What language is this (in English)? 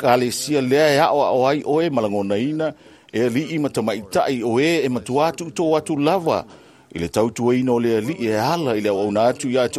Samoan